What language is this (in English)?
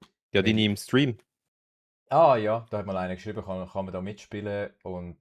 Swiss German